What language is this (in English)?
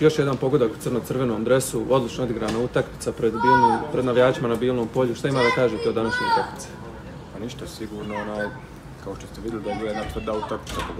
Bosnian